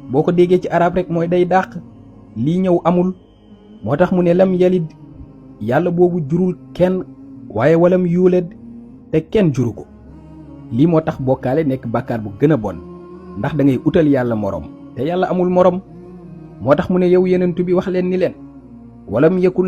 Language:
Wolof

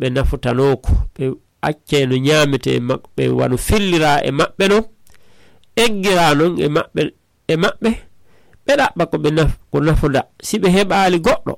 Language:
Fula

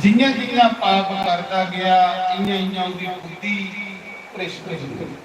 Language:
Dogri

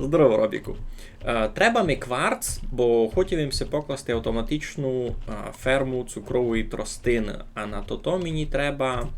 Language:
Rusyn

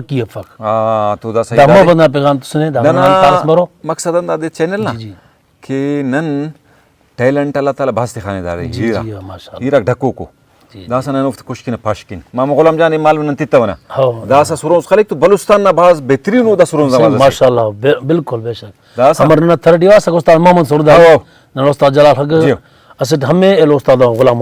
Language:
Brahui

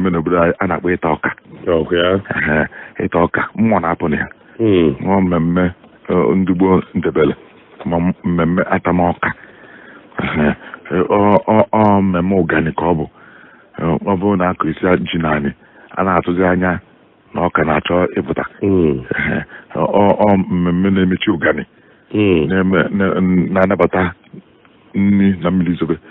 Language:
Igbo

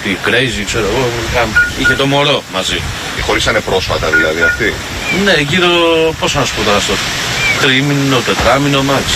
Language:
Greek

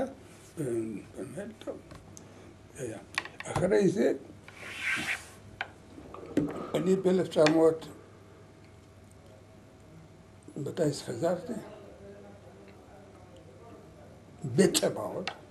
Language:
Hebrew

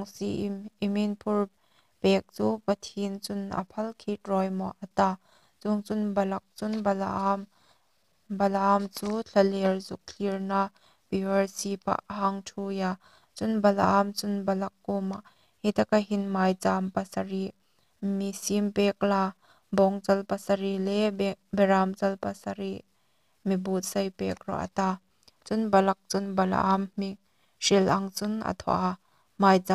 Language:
Hmar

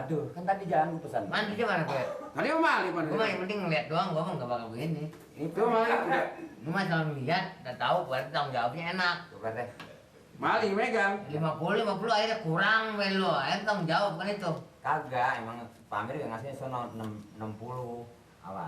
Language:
Betawi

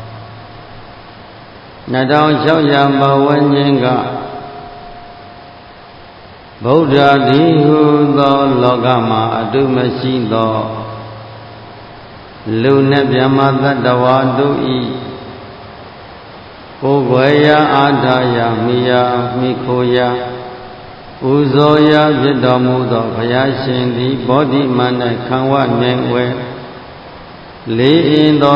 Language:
Burmese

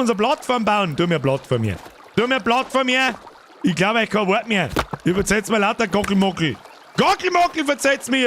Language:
Bavarian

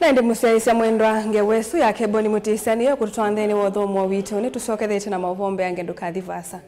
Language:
Kamba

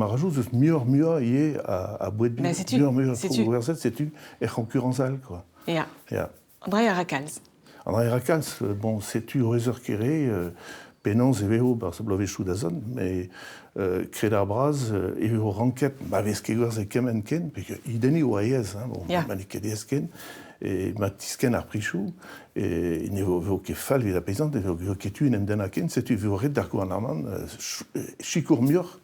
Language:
Breton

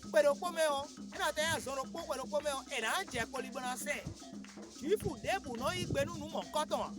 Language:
Fon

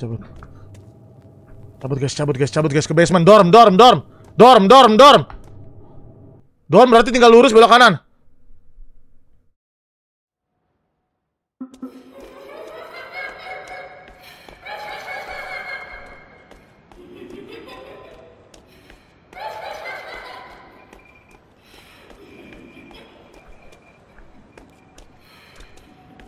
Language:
Indonesian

